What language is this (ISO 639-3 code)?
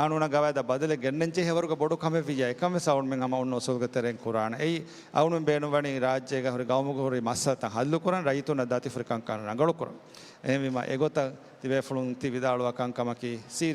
div